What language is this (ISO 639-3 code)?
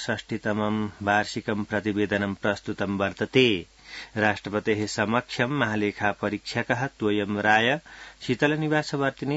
san